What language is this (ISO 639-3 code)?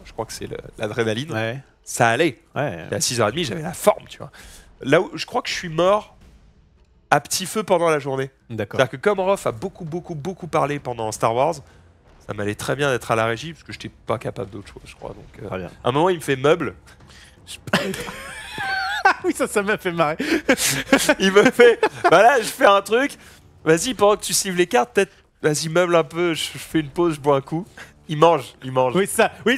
fra